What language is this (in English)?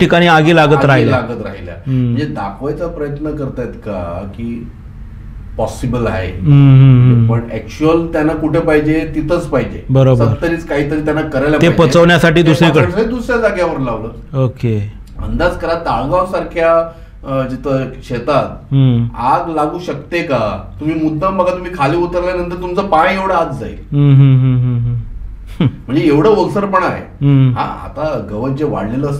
Marathi